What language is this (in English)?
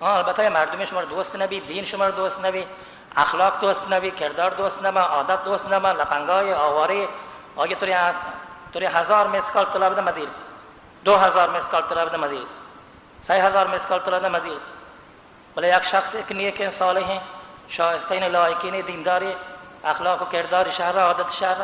Baluchi